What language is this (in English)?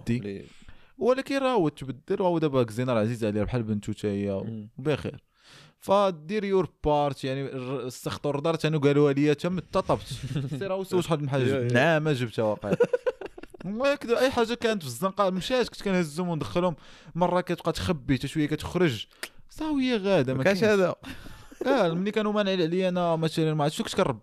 Moroccan Arabic